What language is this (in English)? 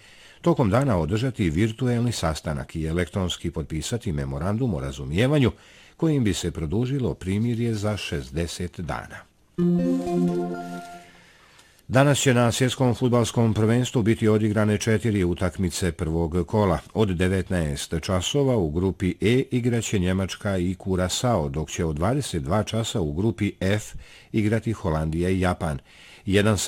Bosnian